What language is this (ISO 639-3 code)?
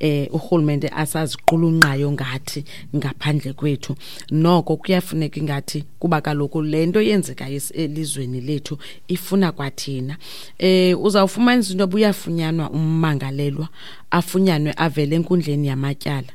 xho